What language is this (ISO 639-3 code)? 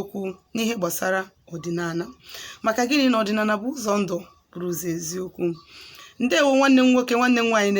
ibo